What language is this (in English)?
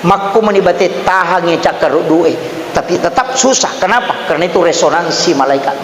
Buginese